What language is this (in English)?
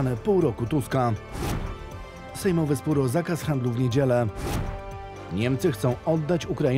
Polish